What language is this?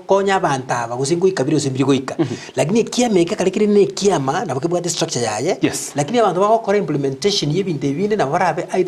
Gusii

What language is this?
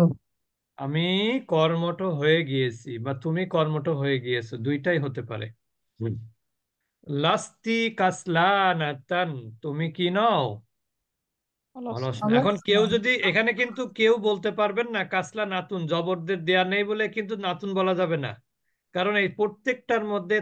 Bangla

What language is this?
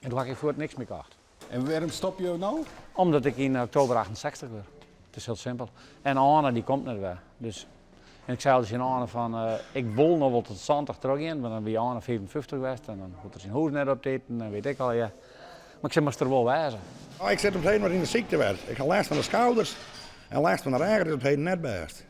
Western Frisian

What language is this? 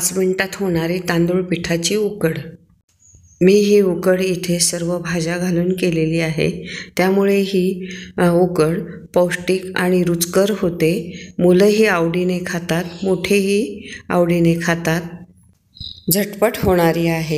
Marathi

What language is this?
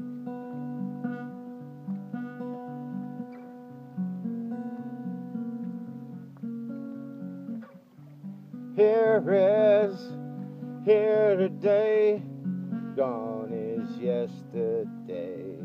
English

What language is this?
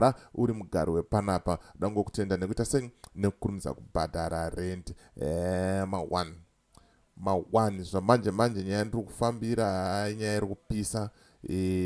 Shona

